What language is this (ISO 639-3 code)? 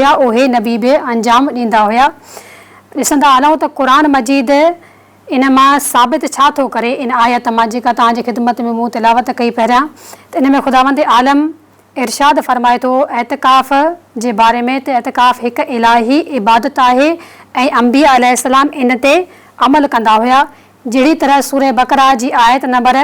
snd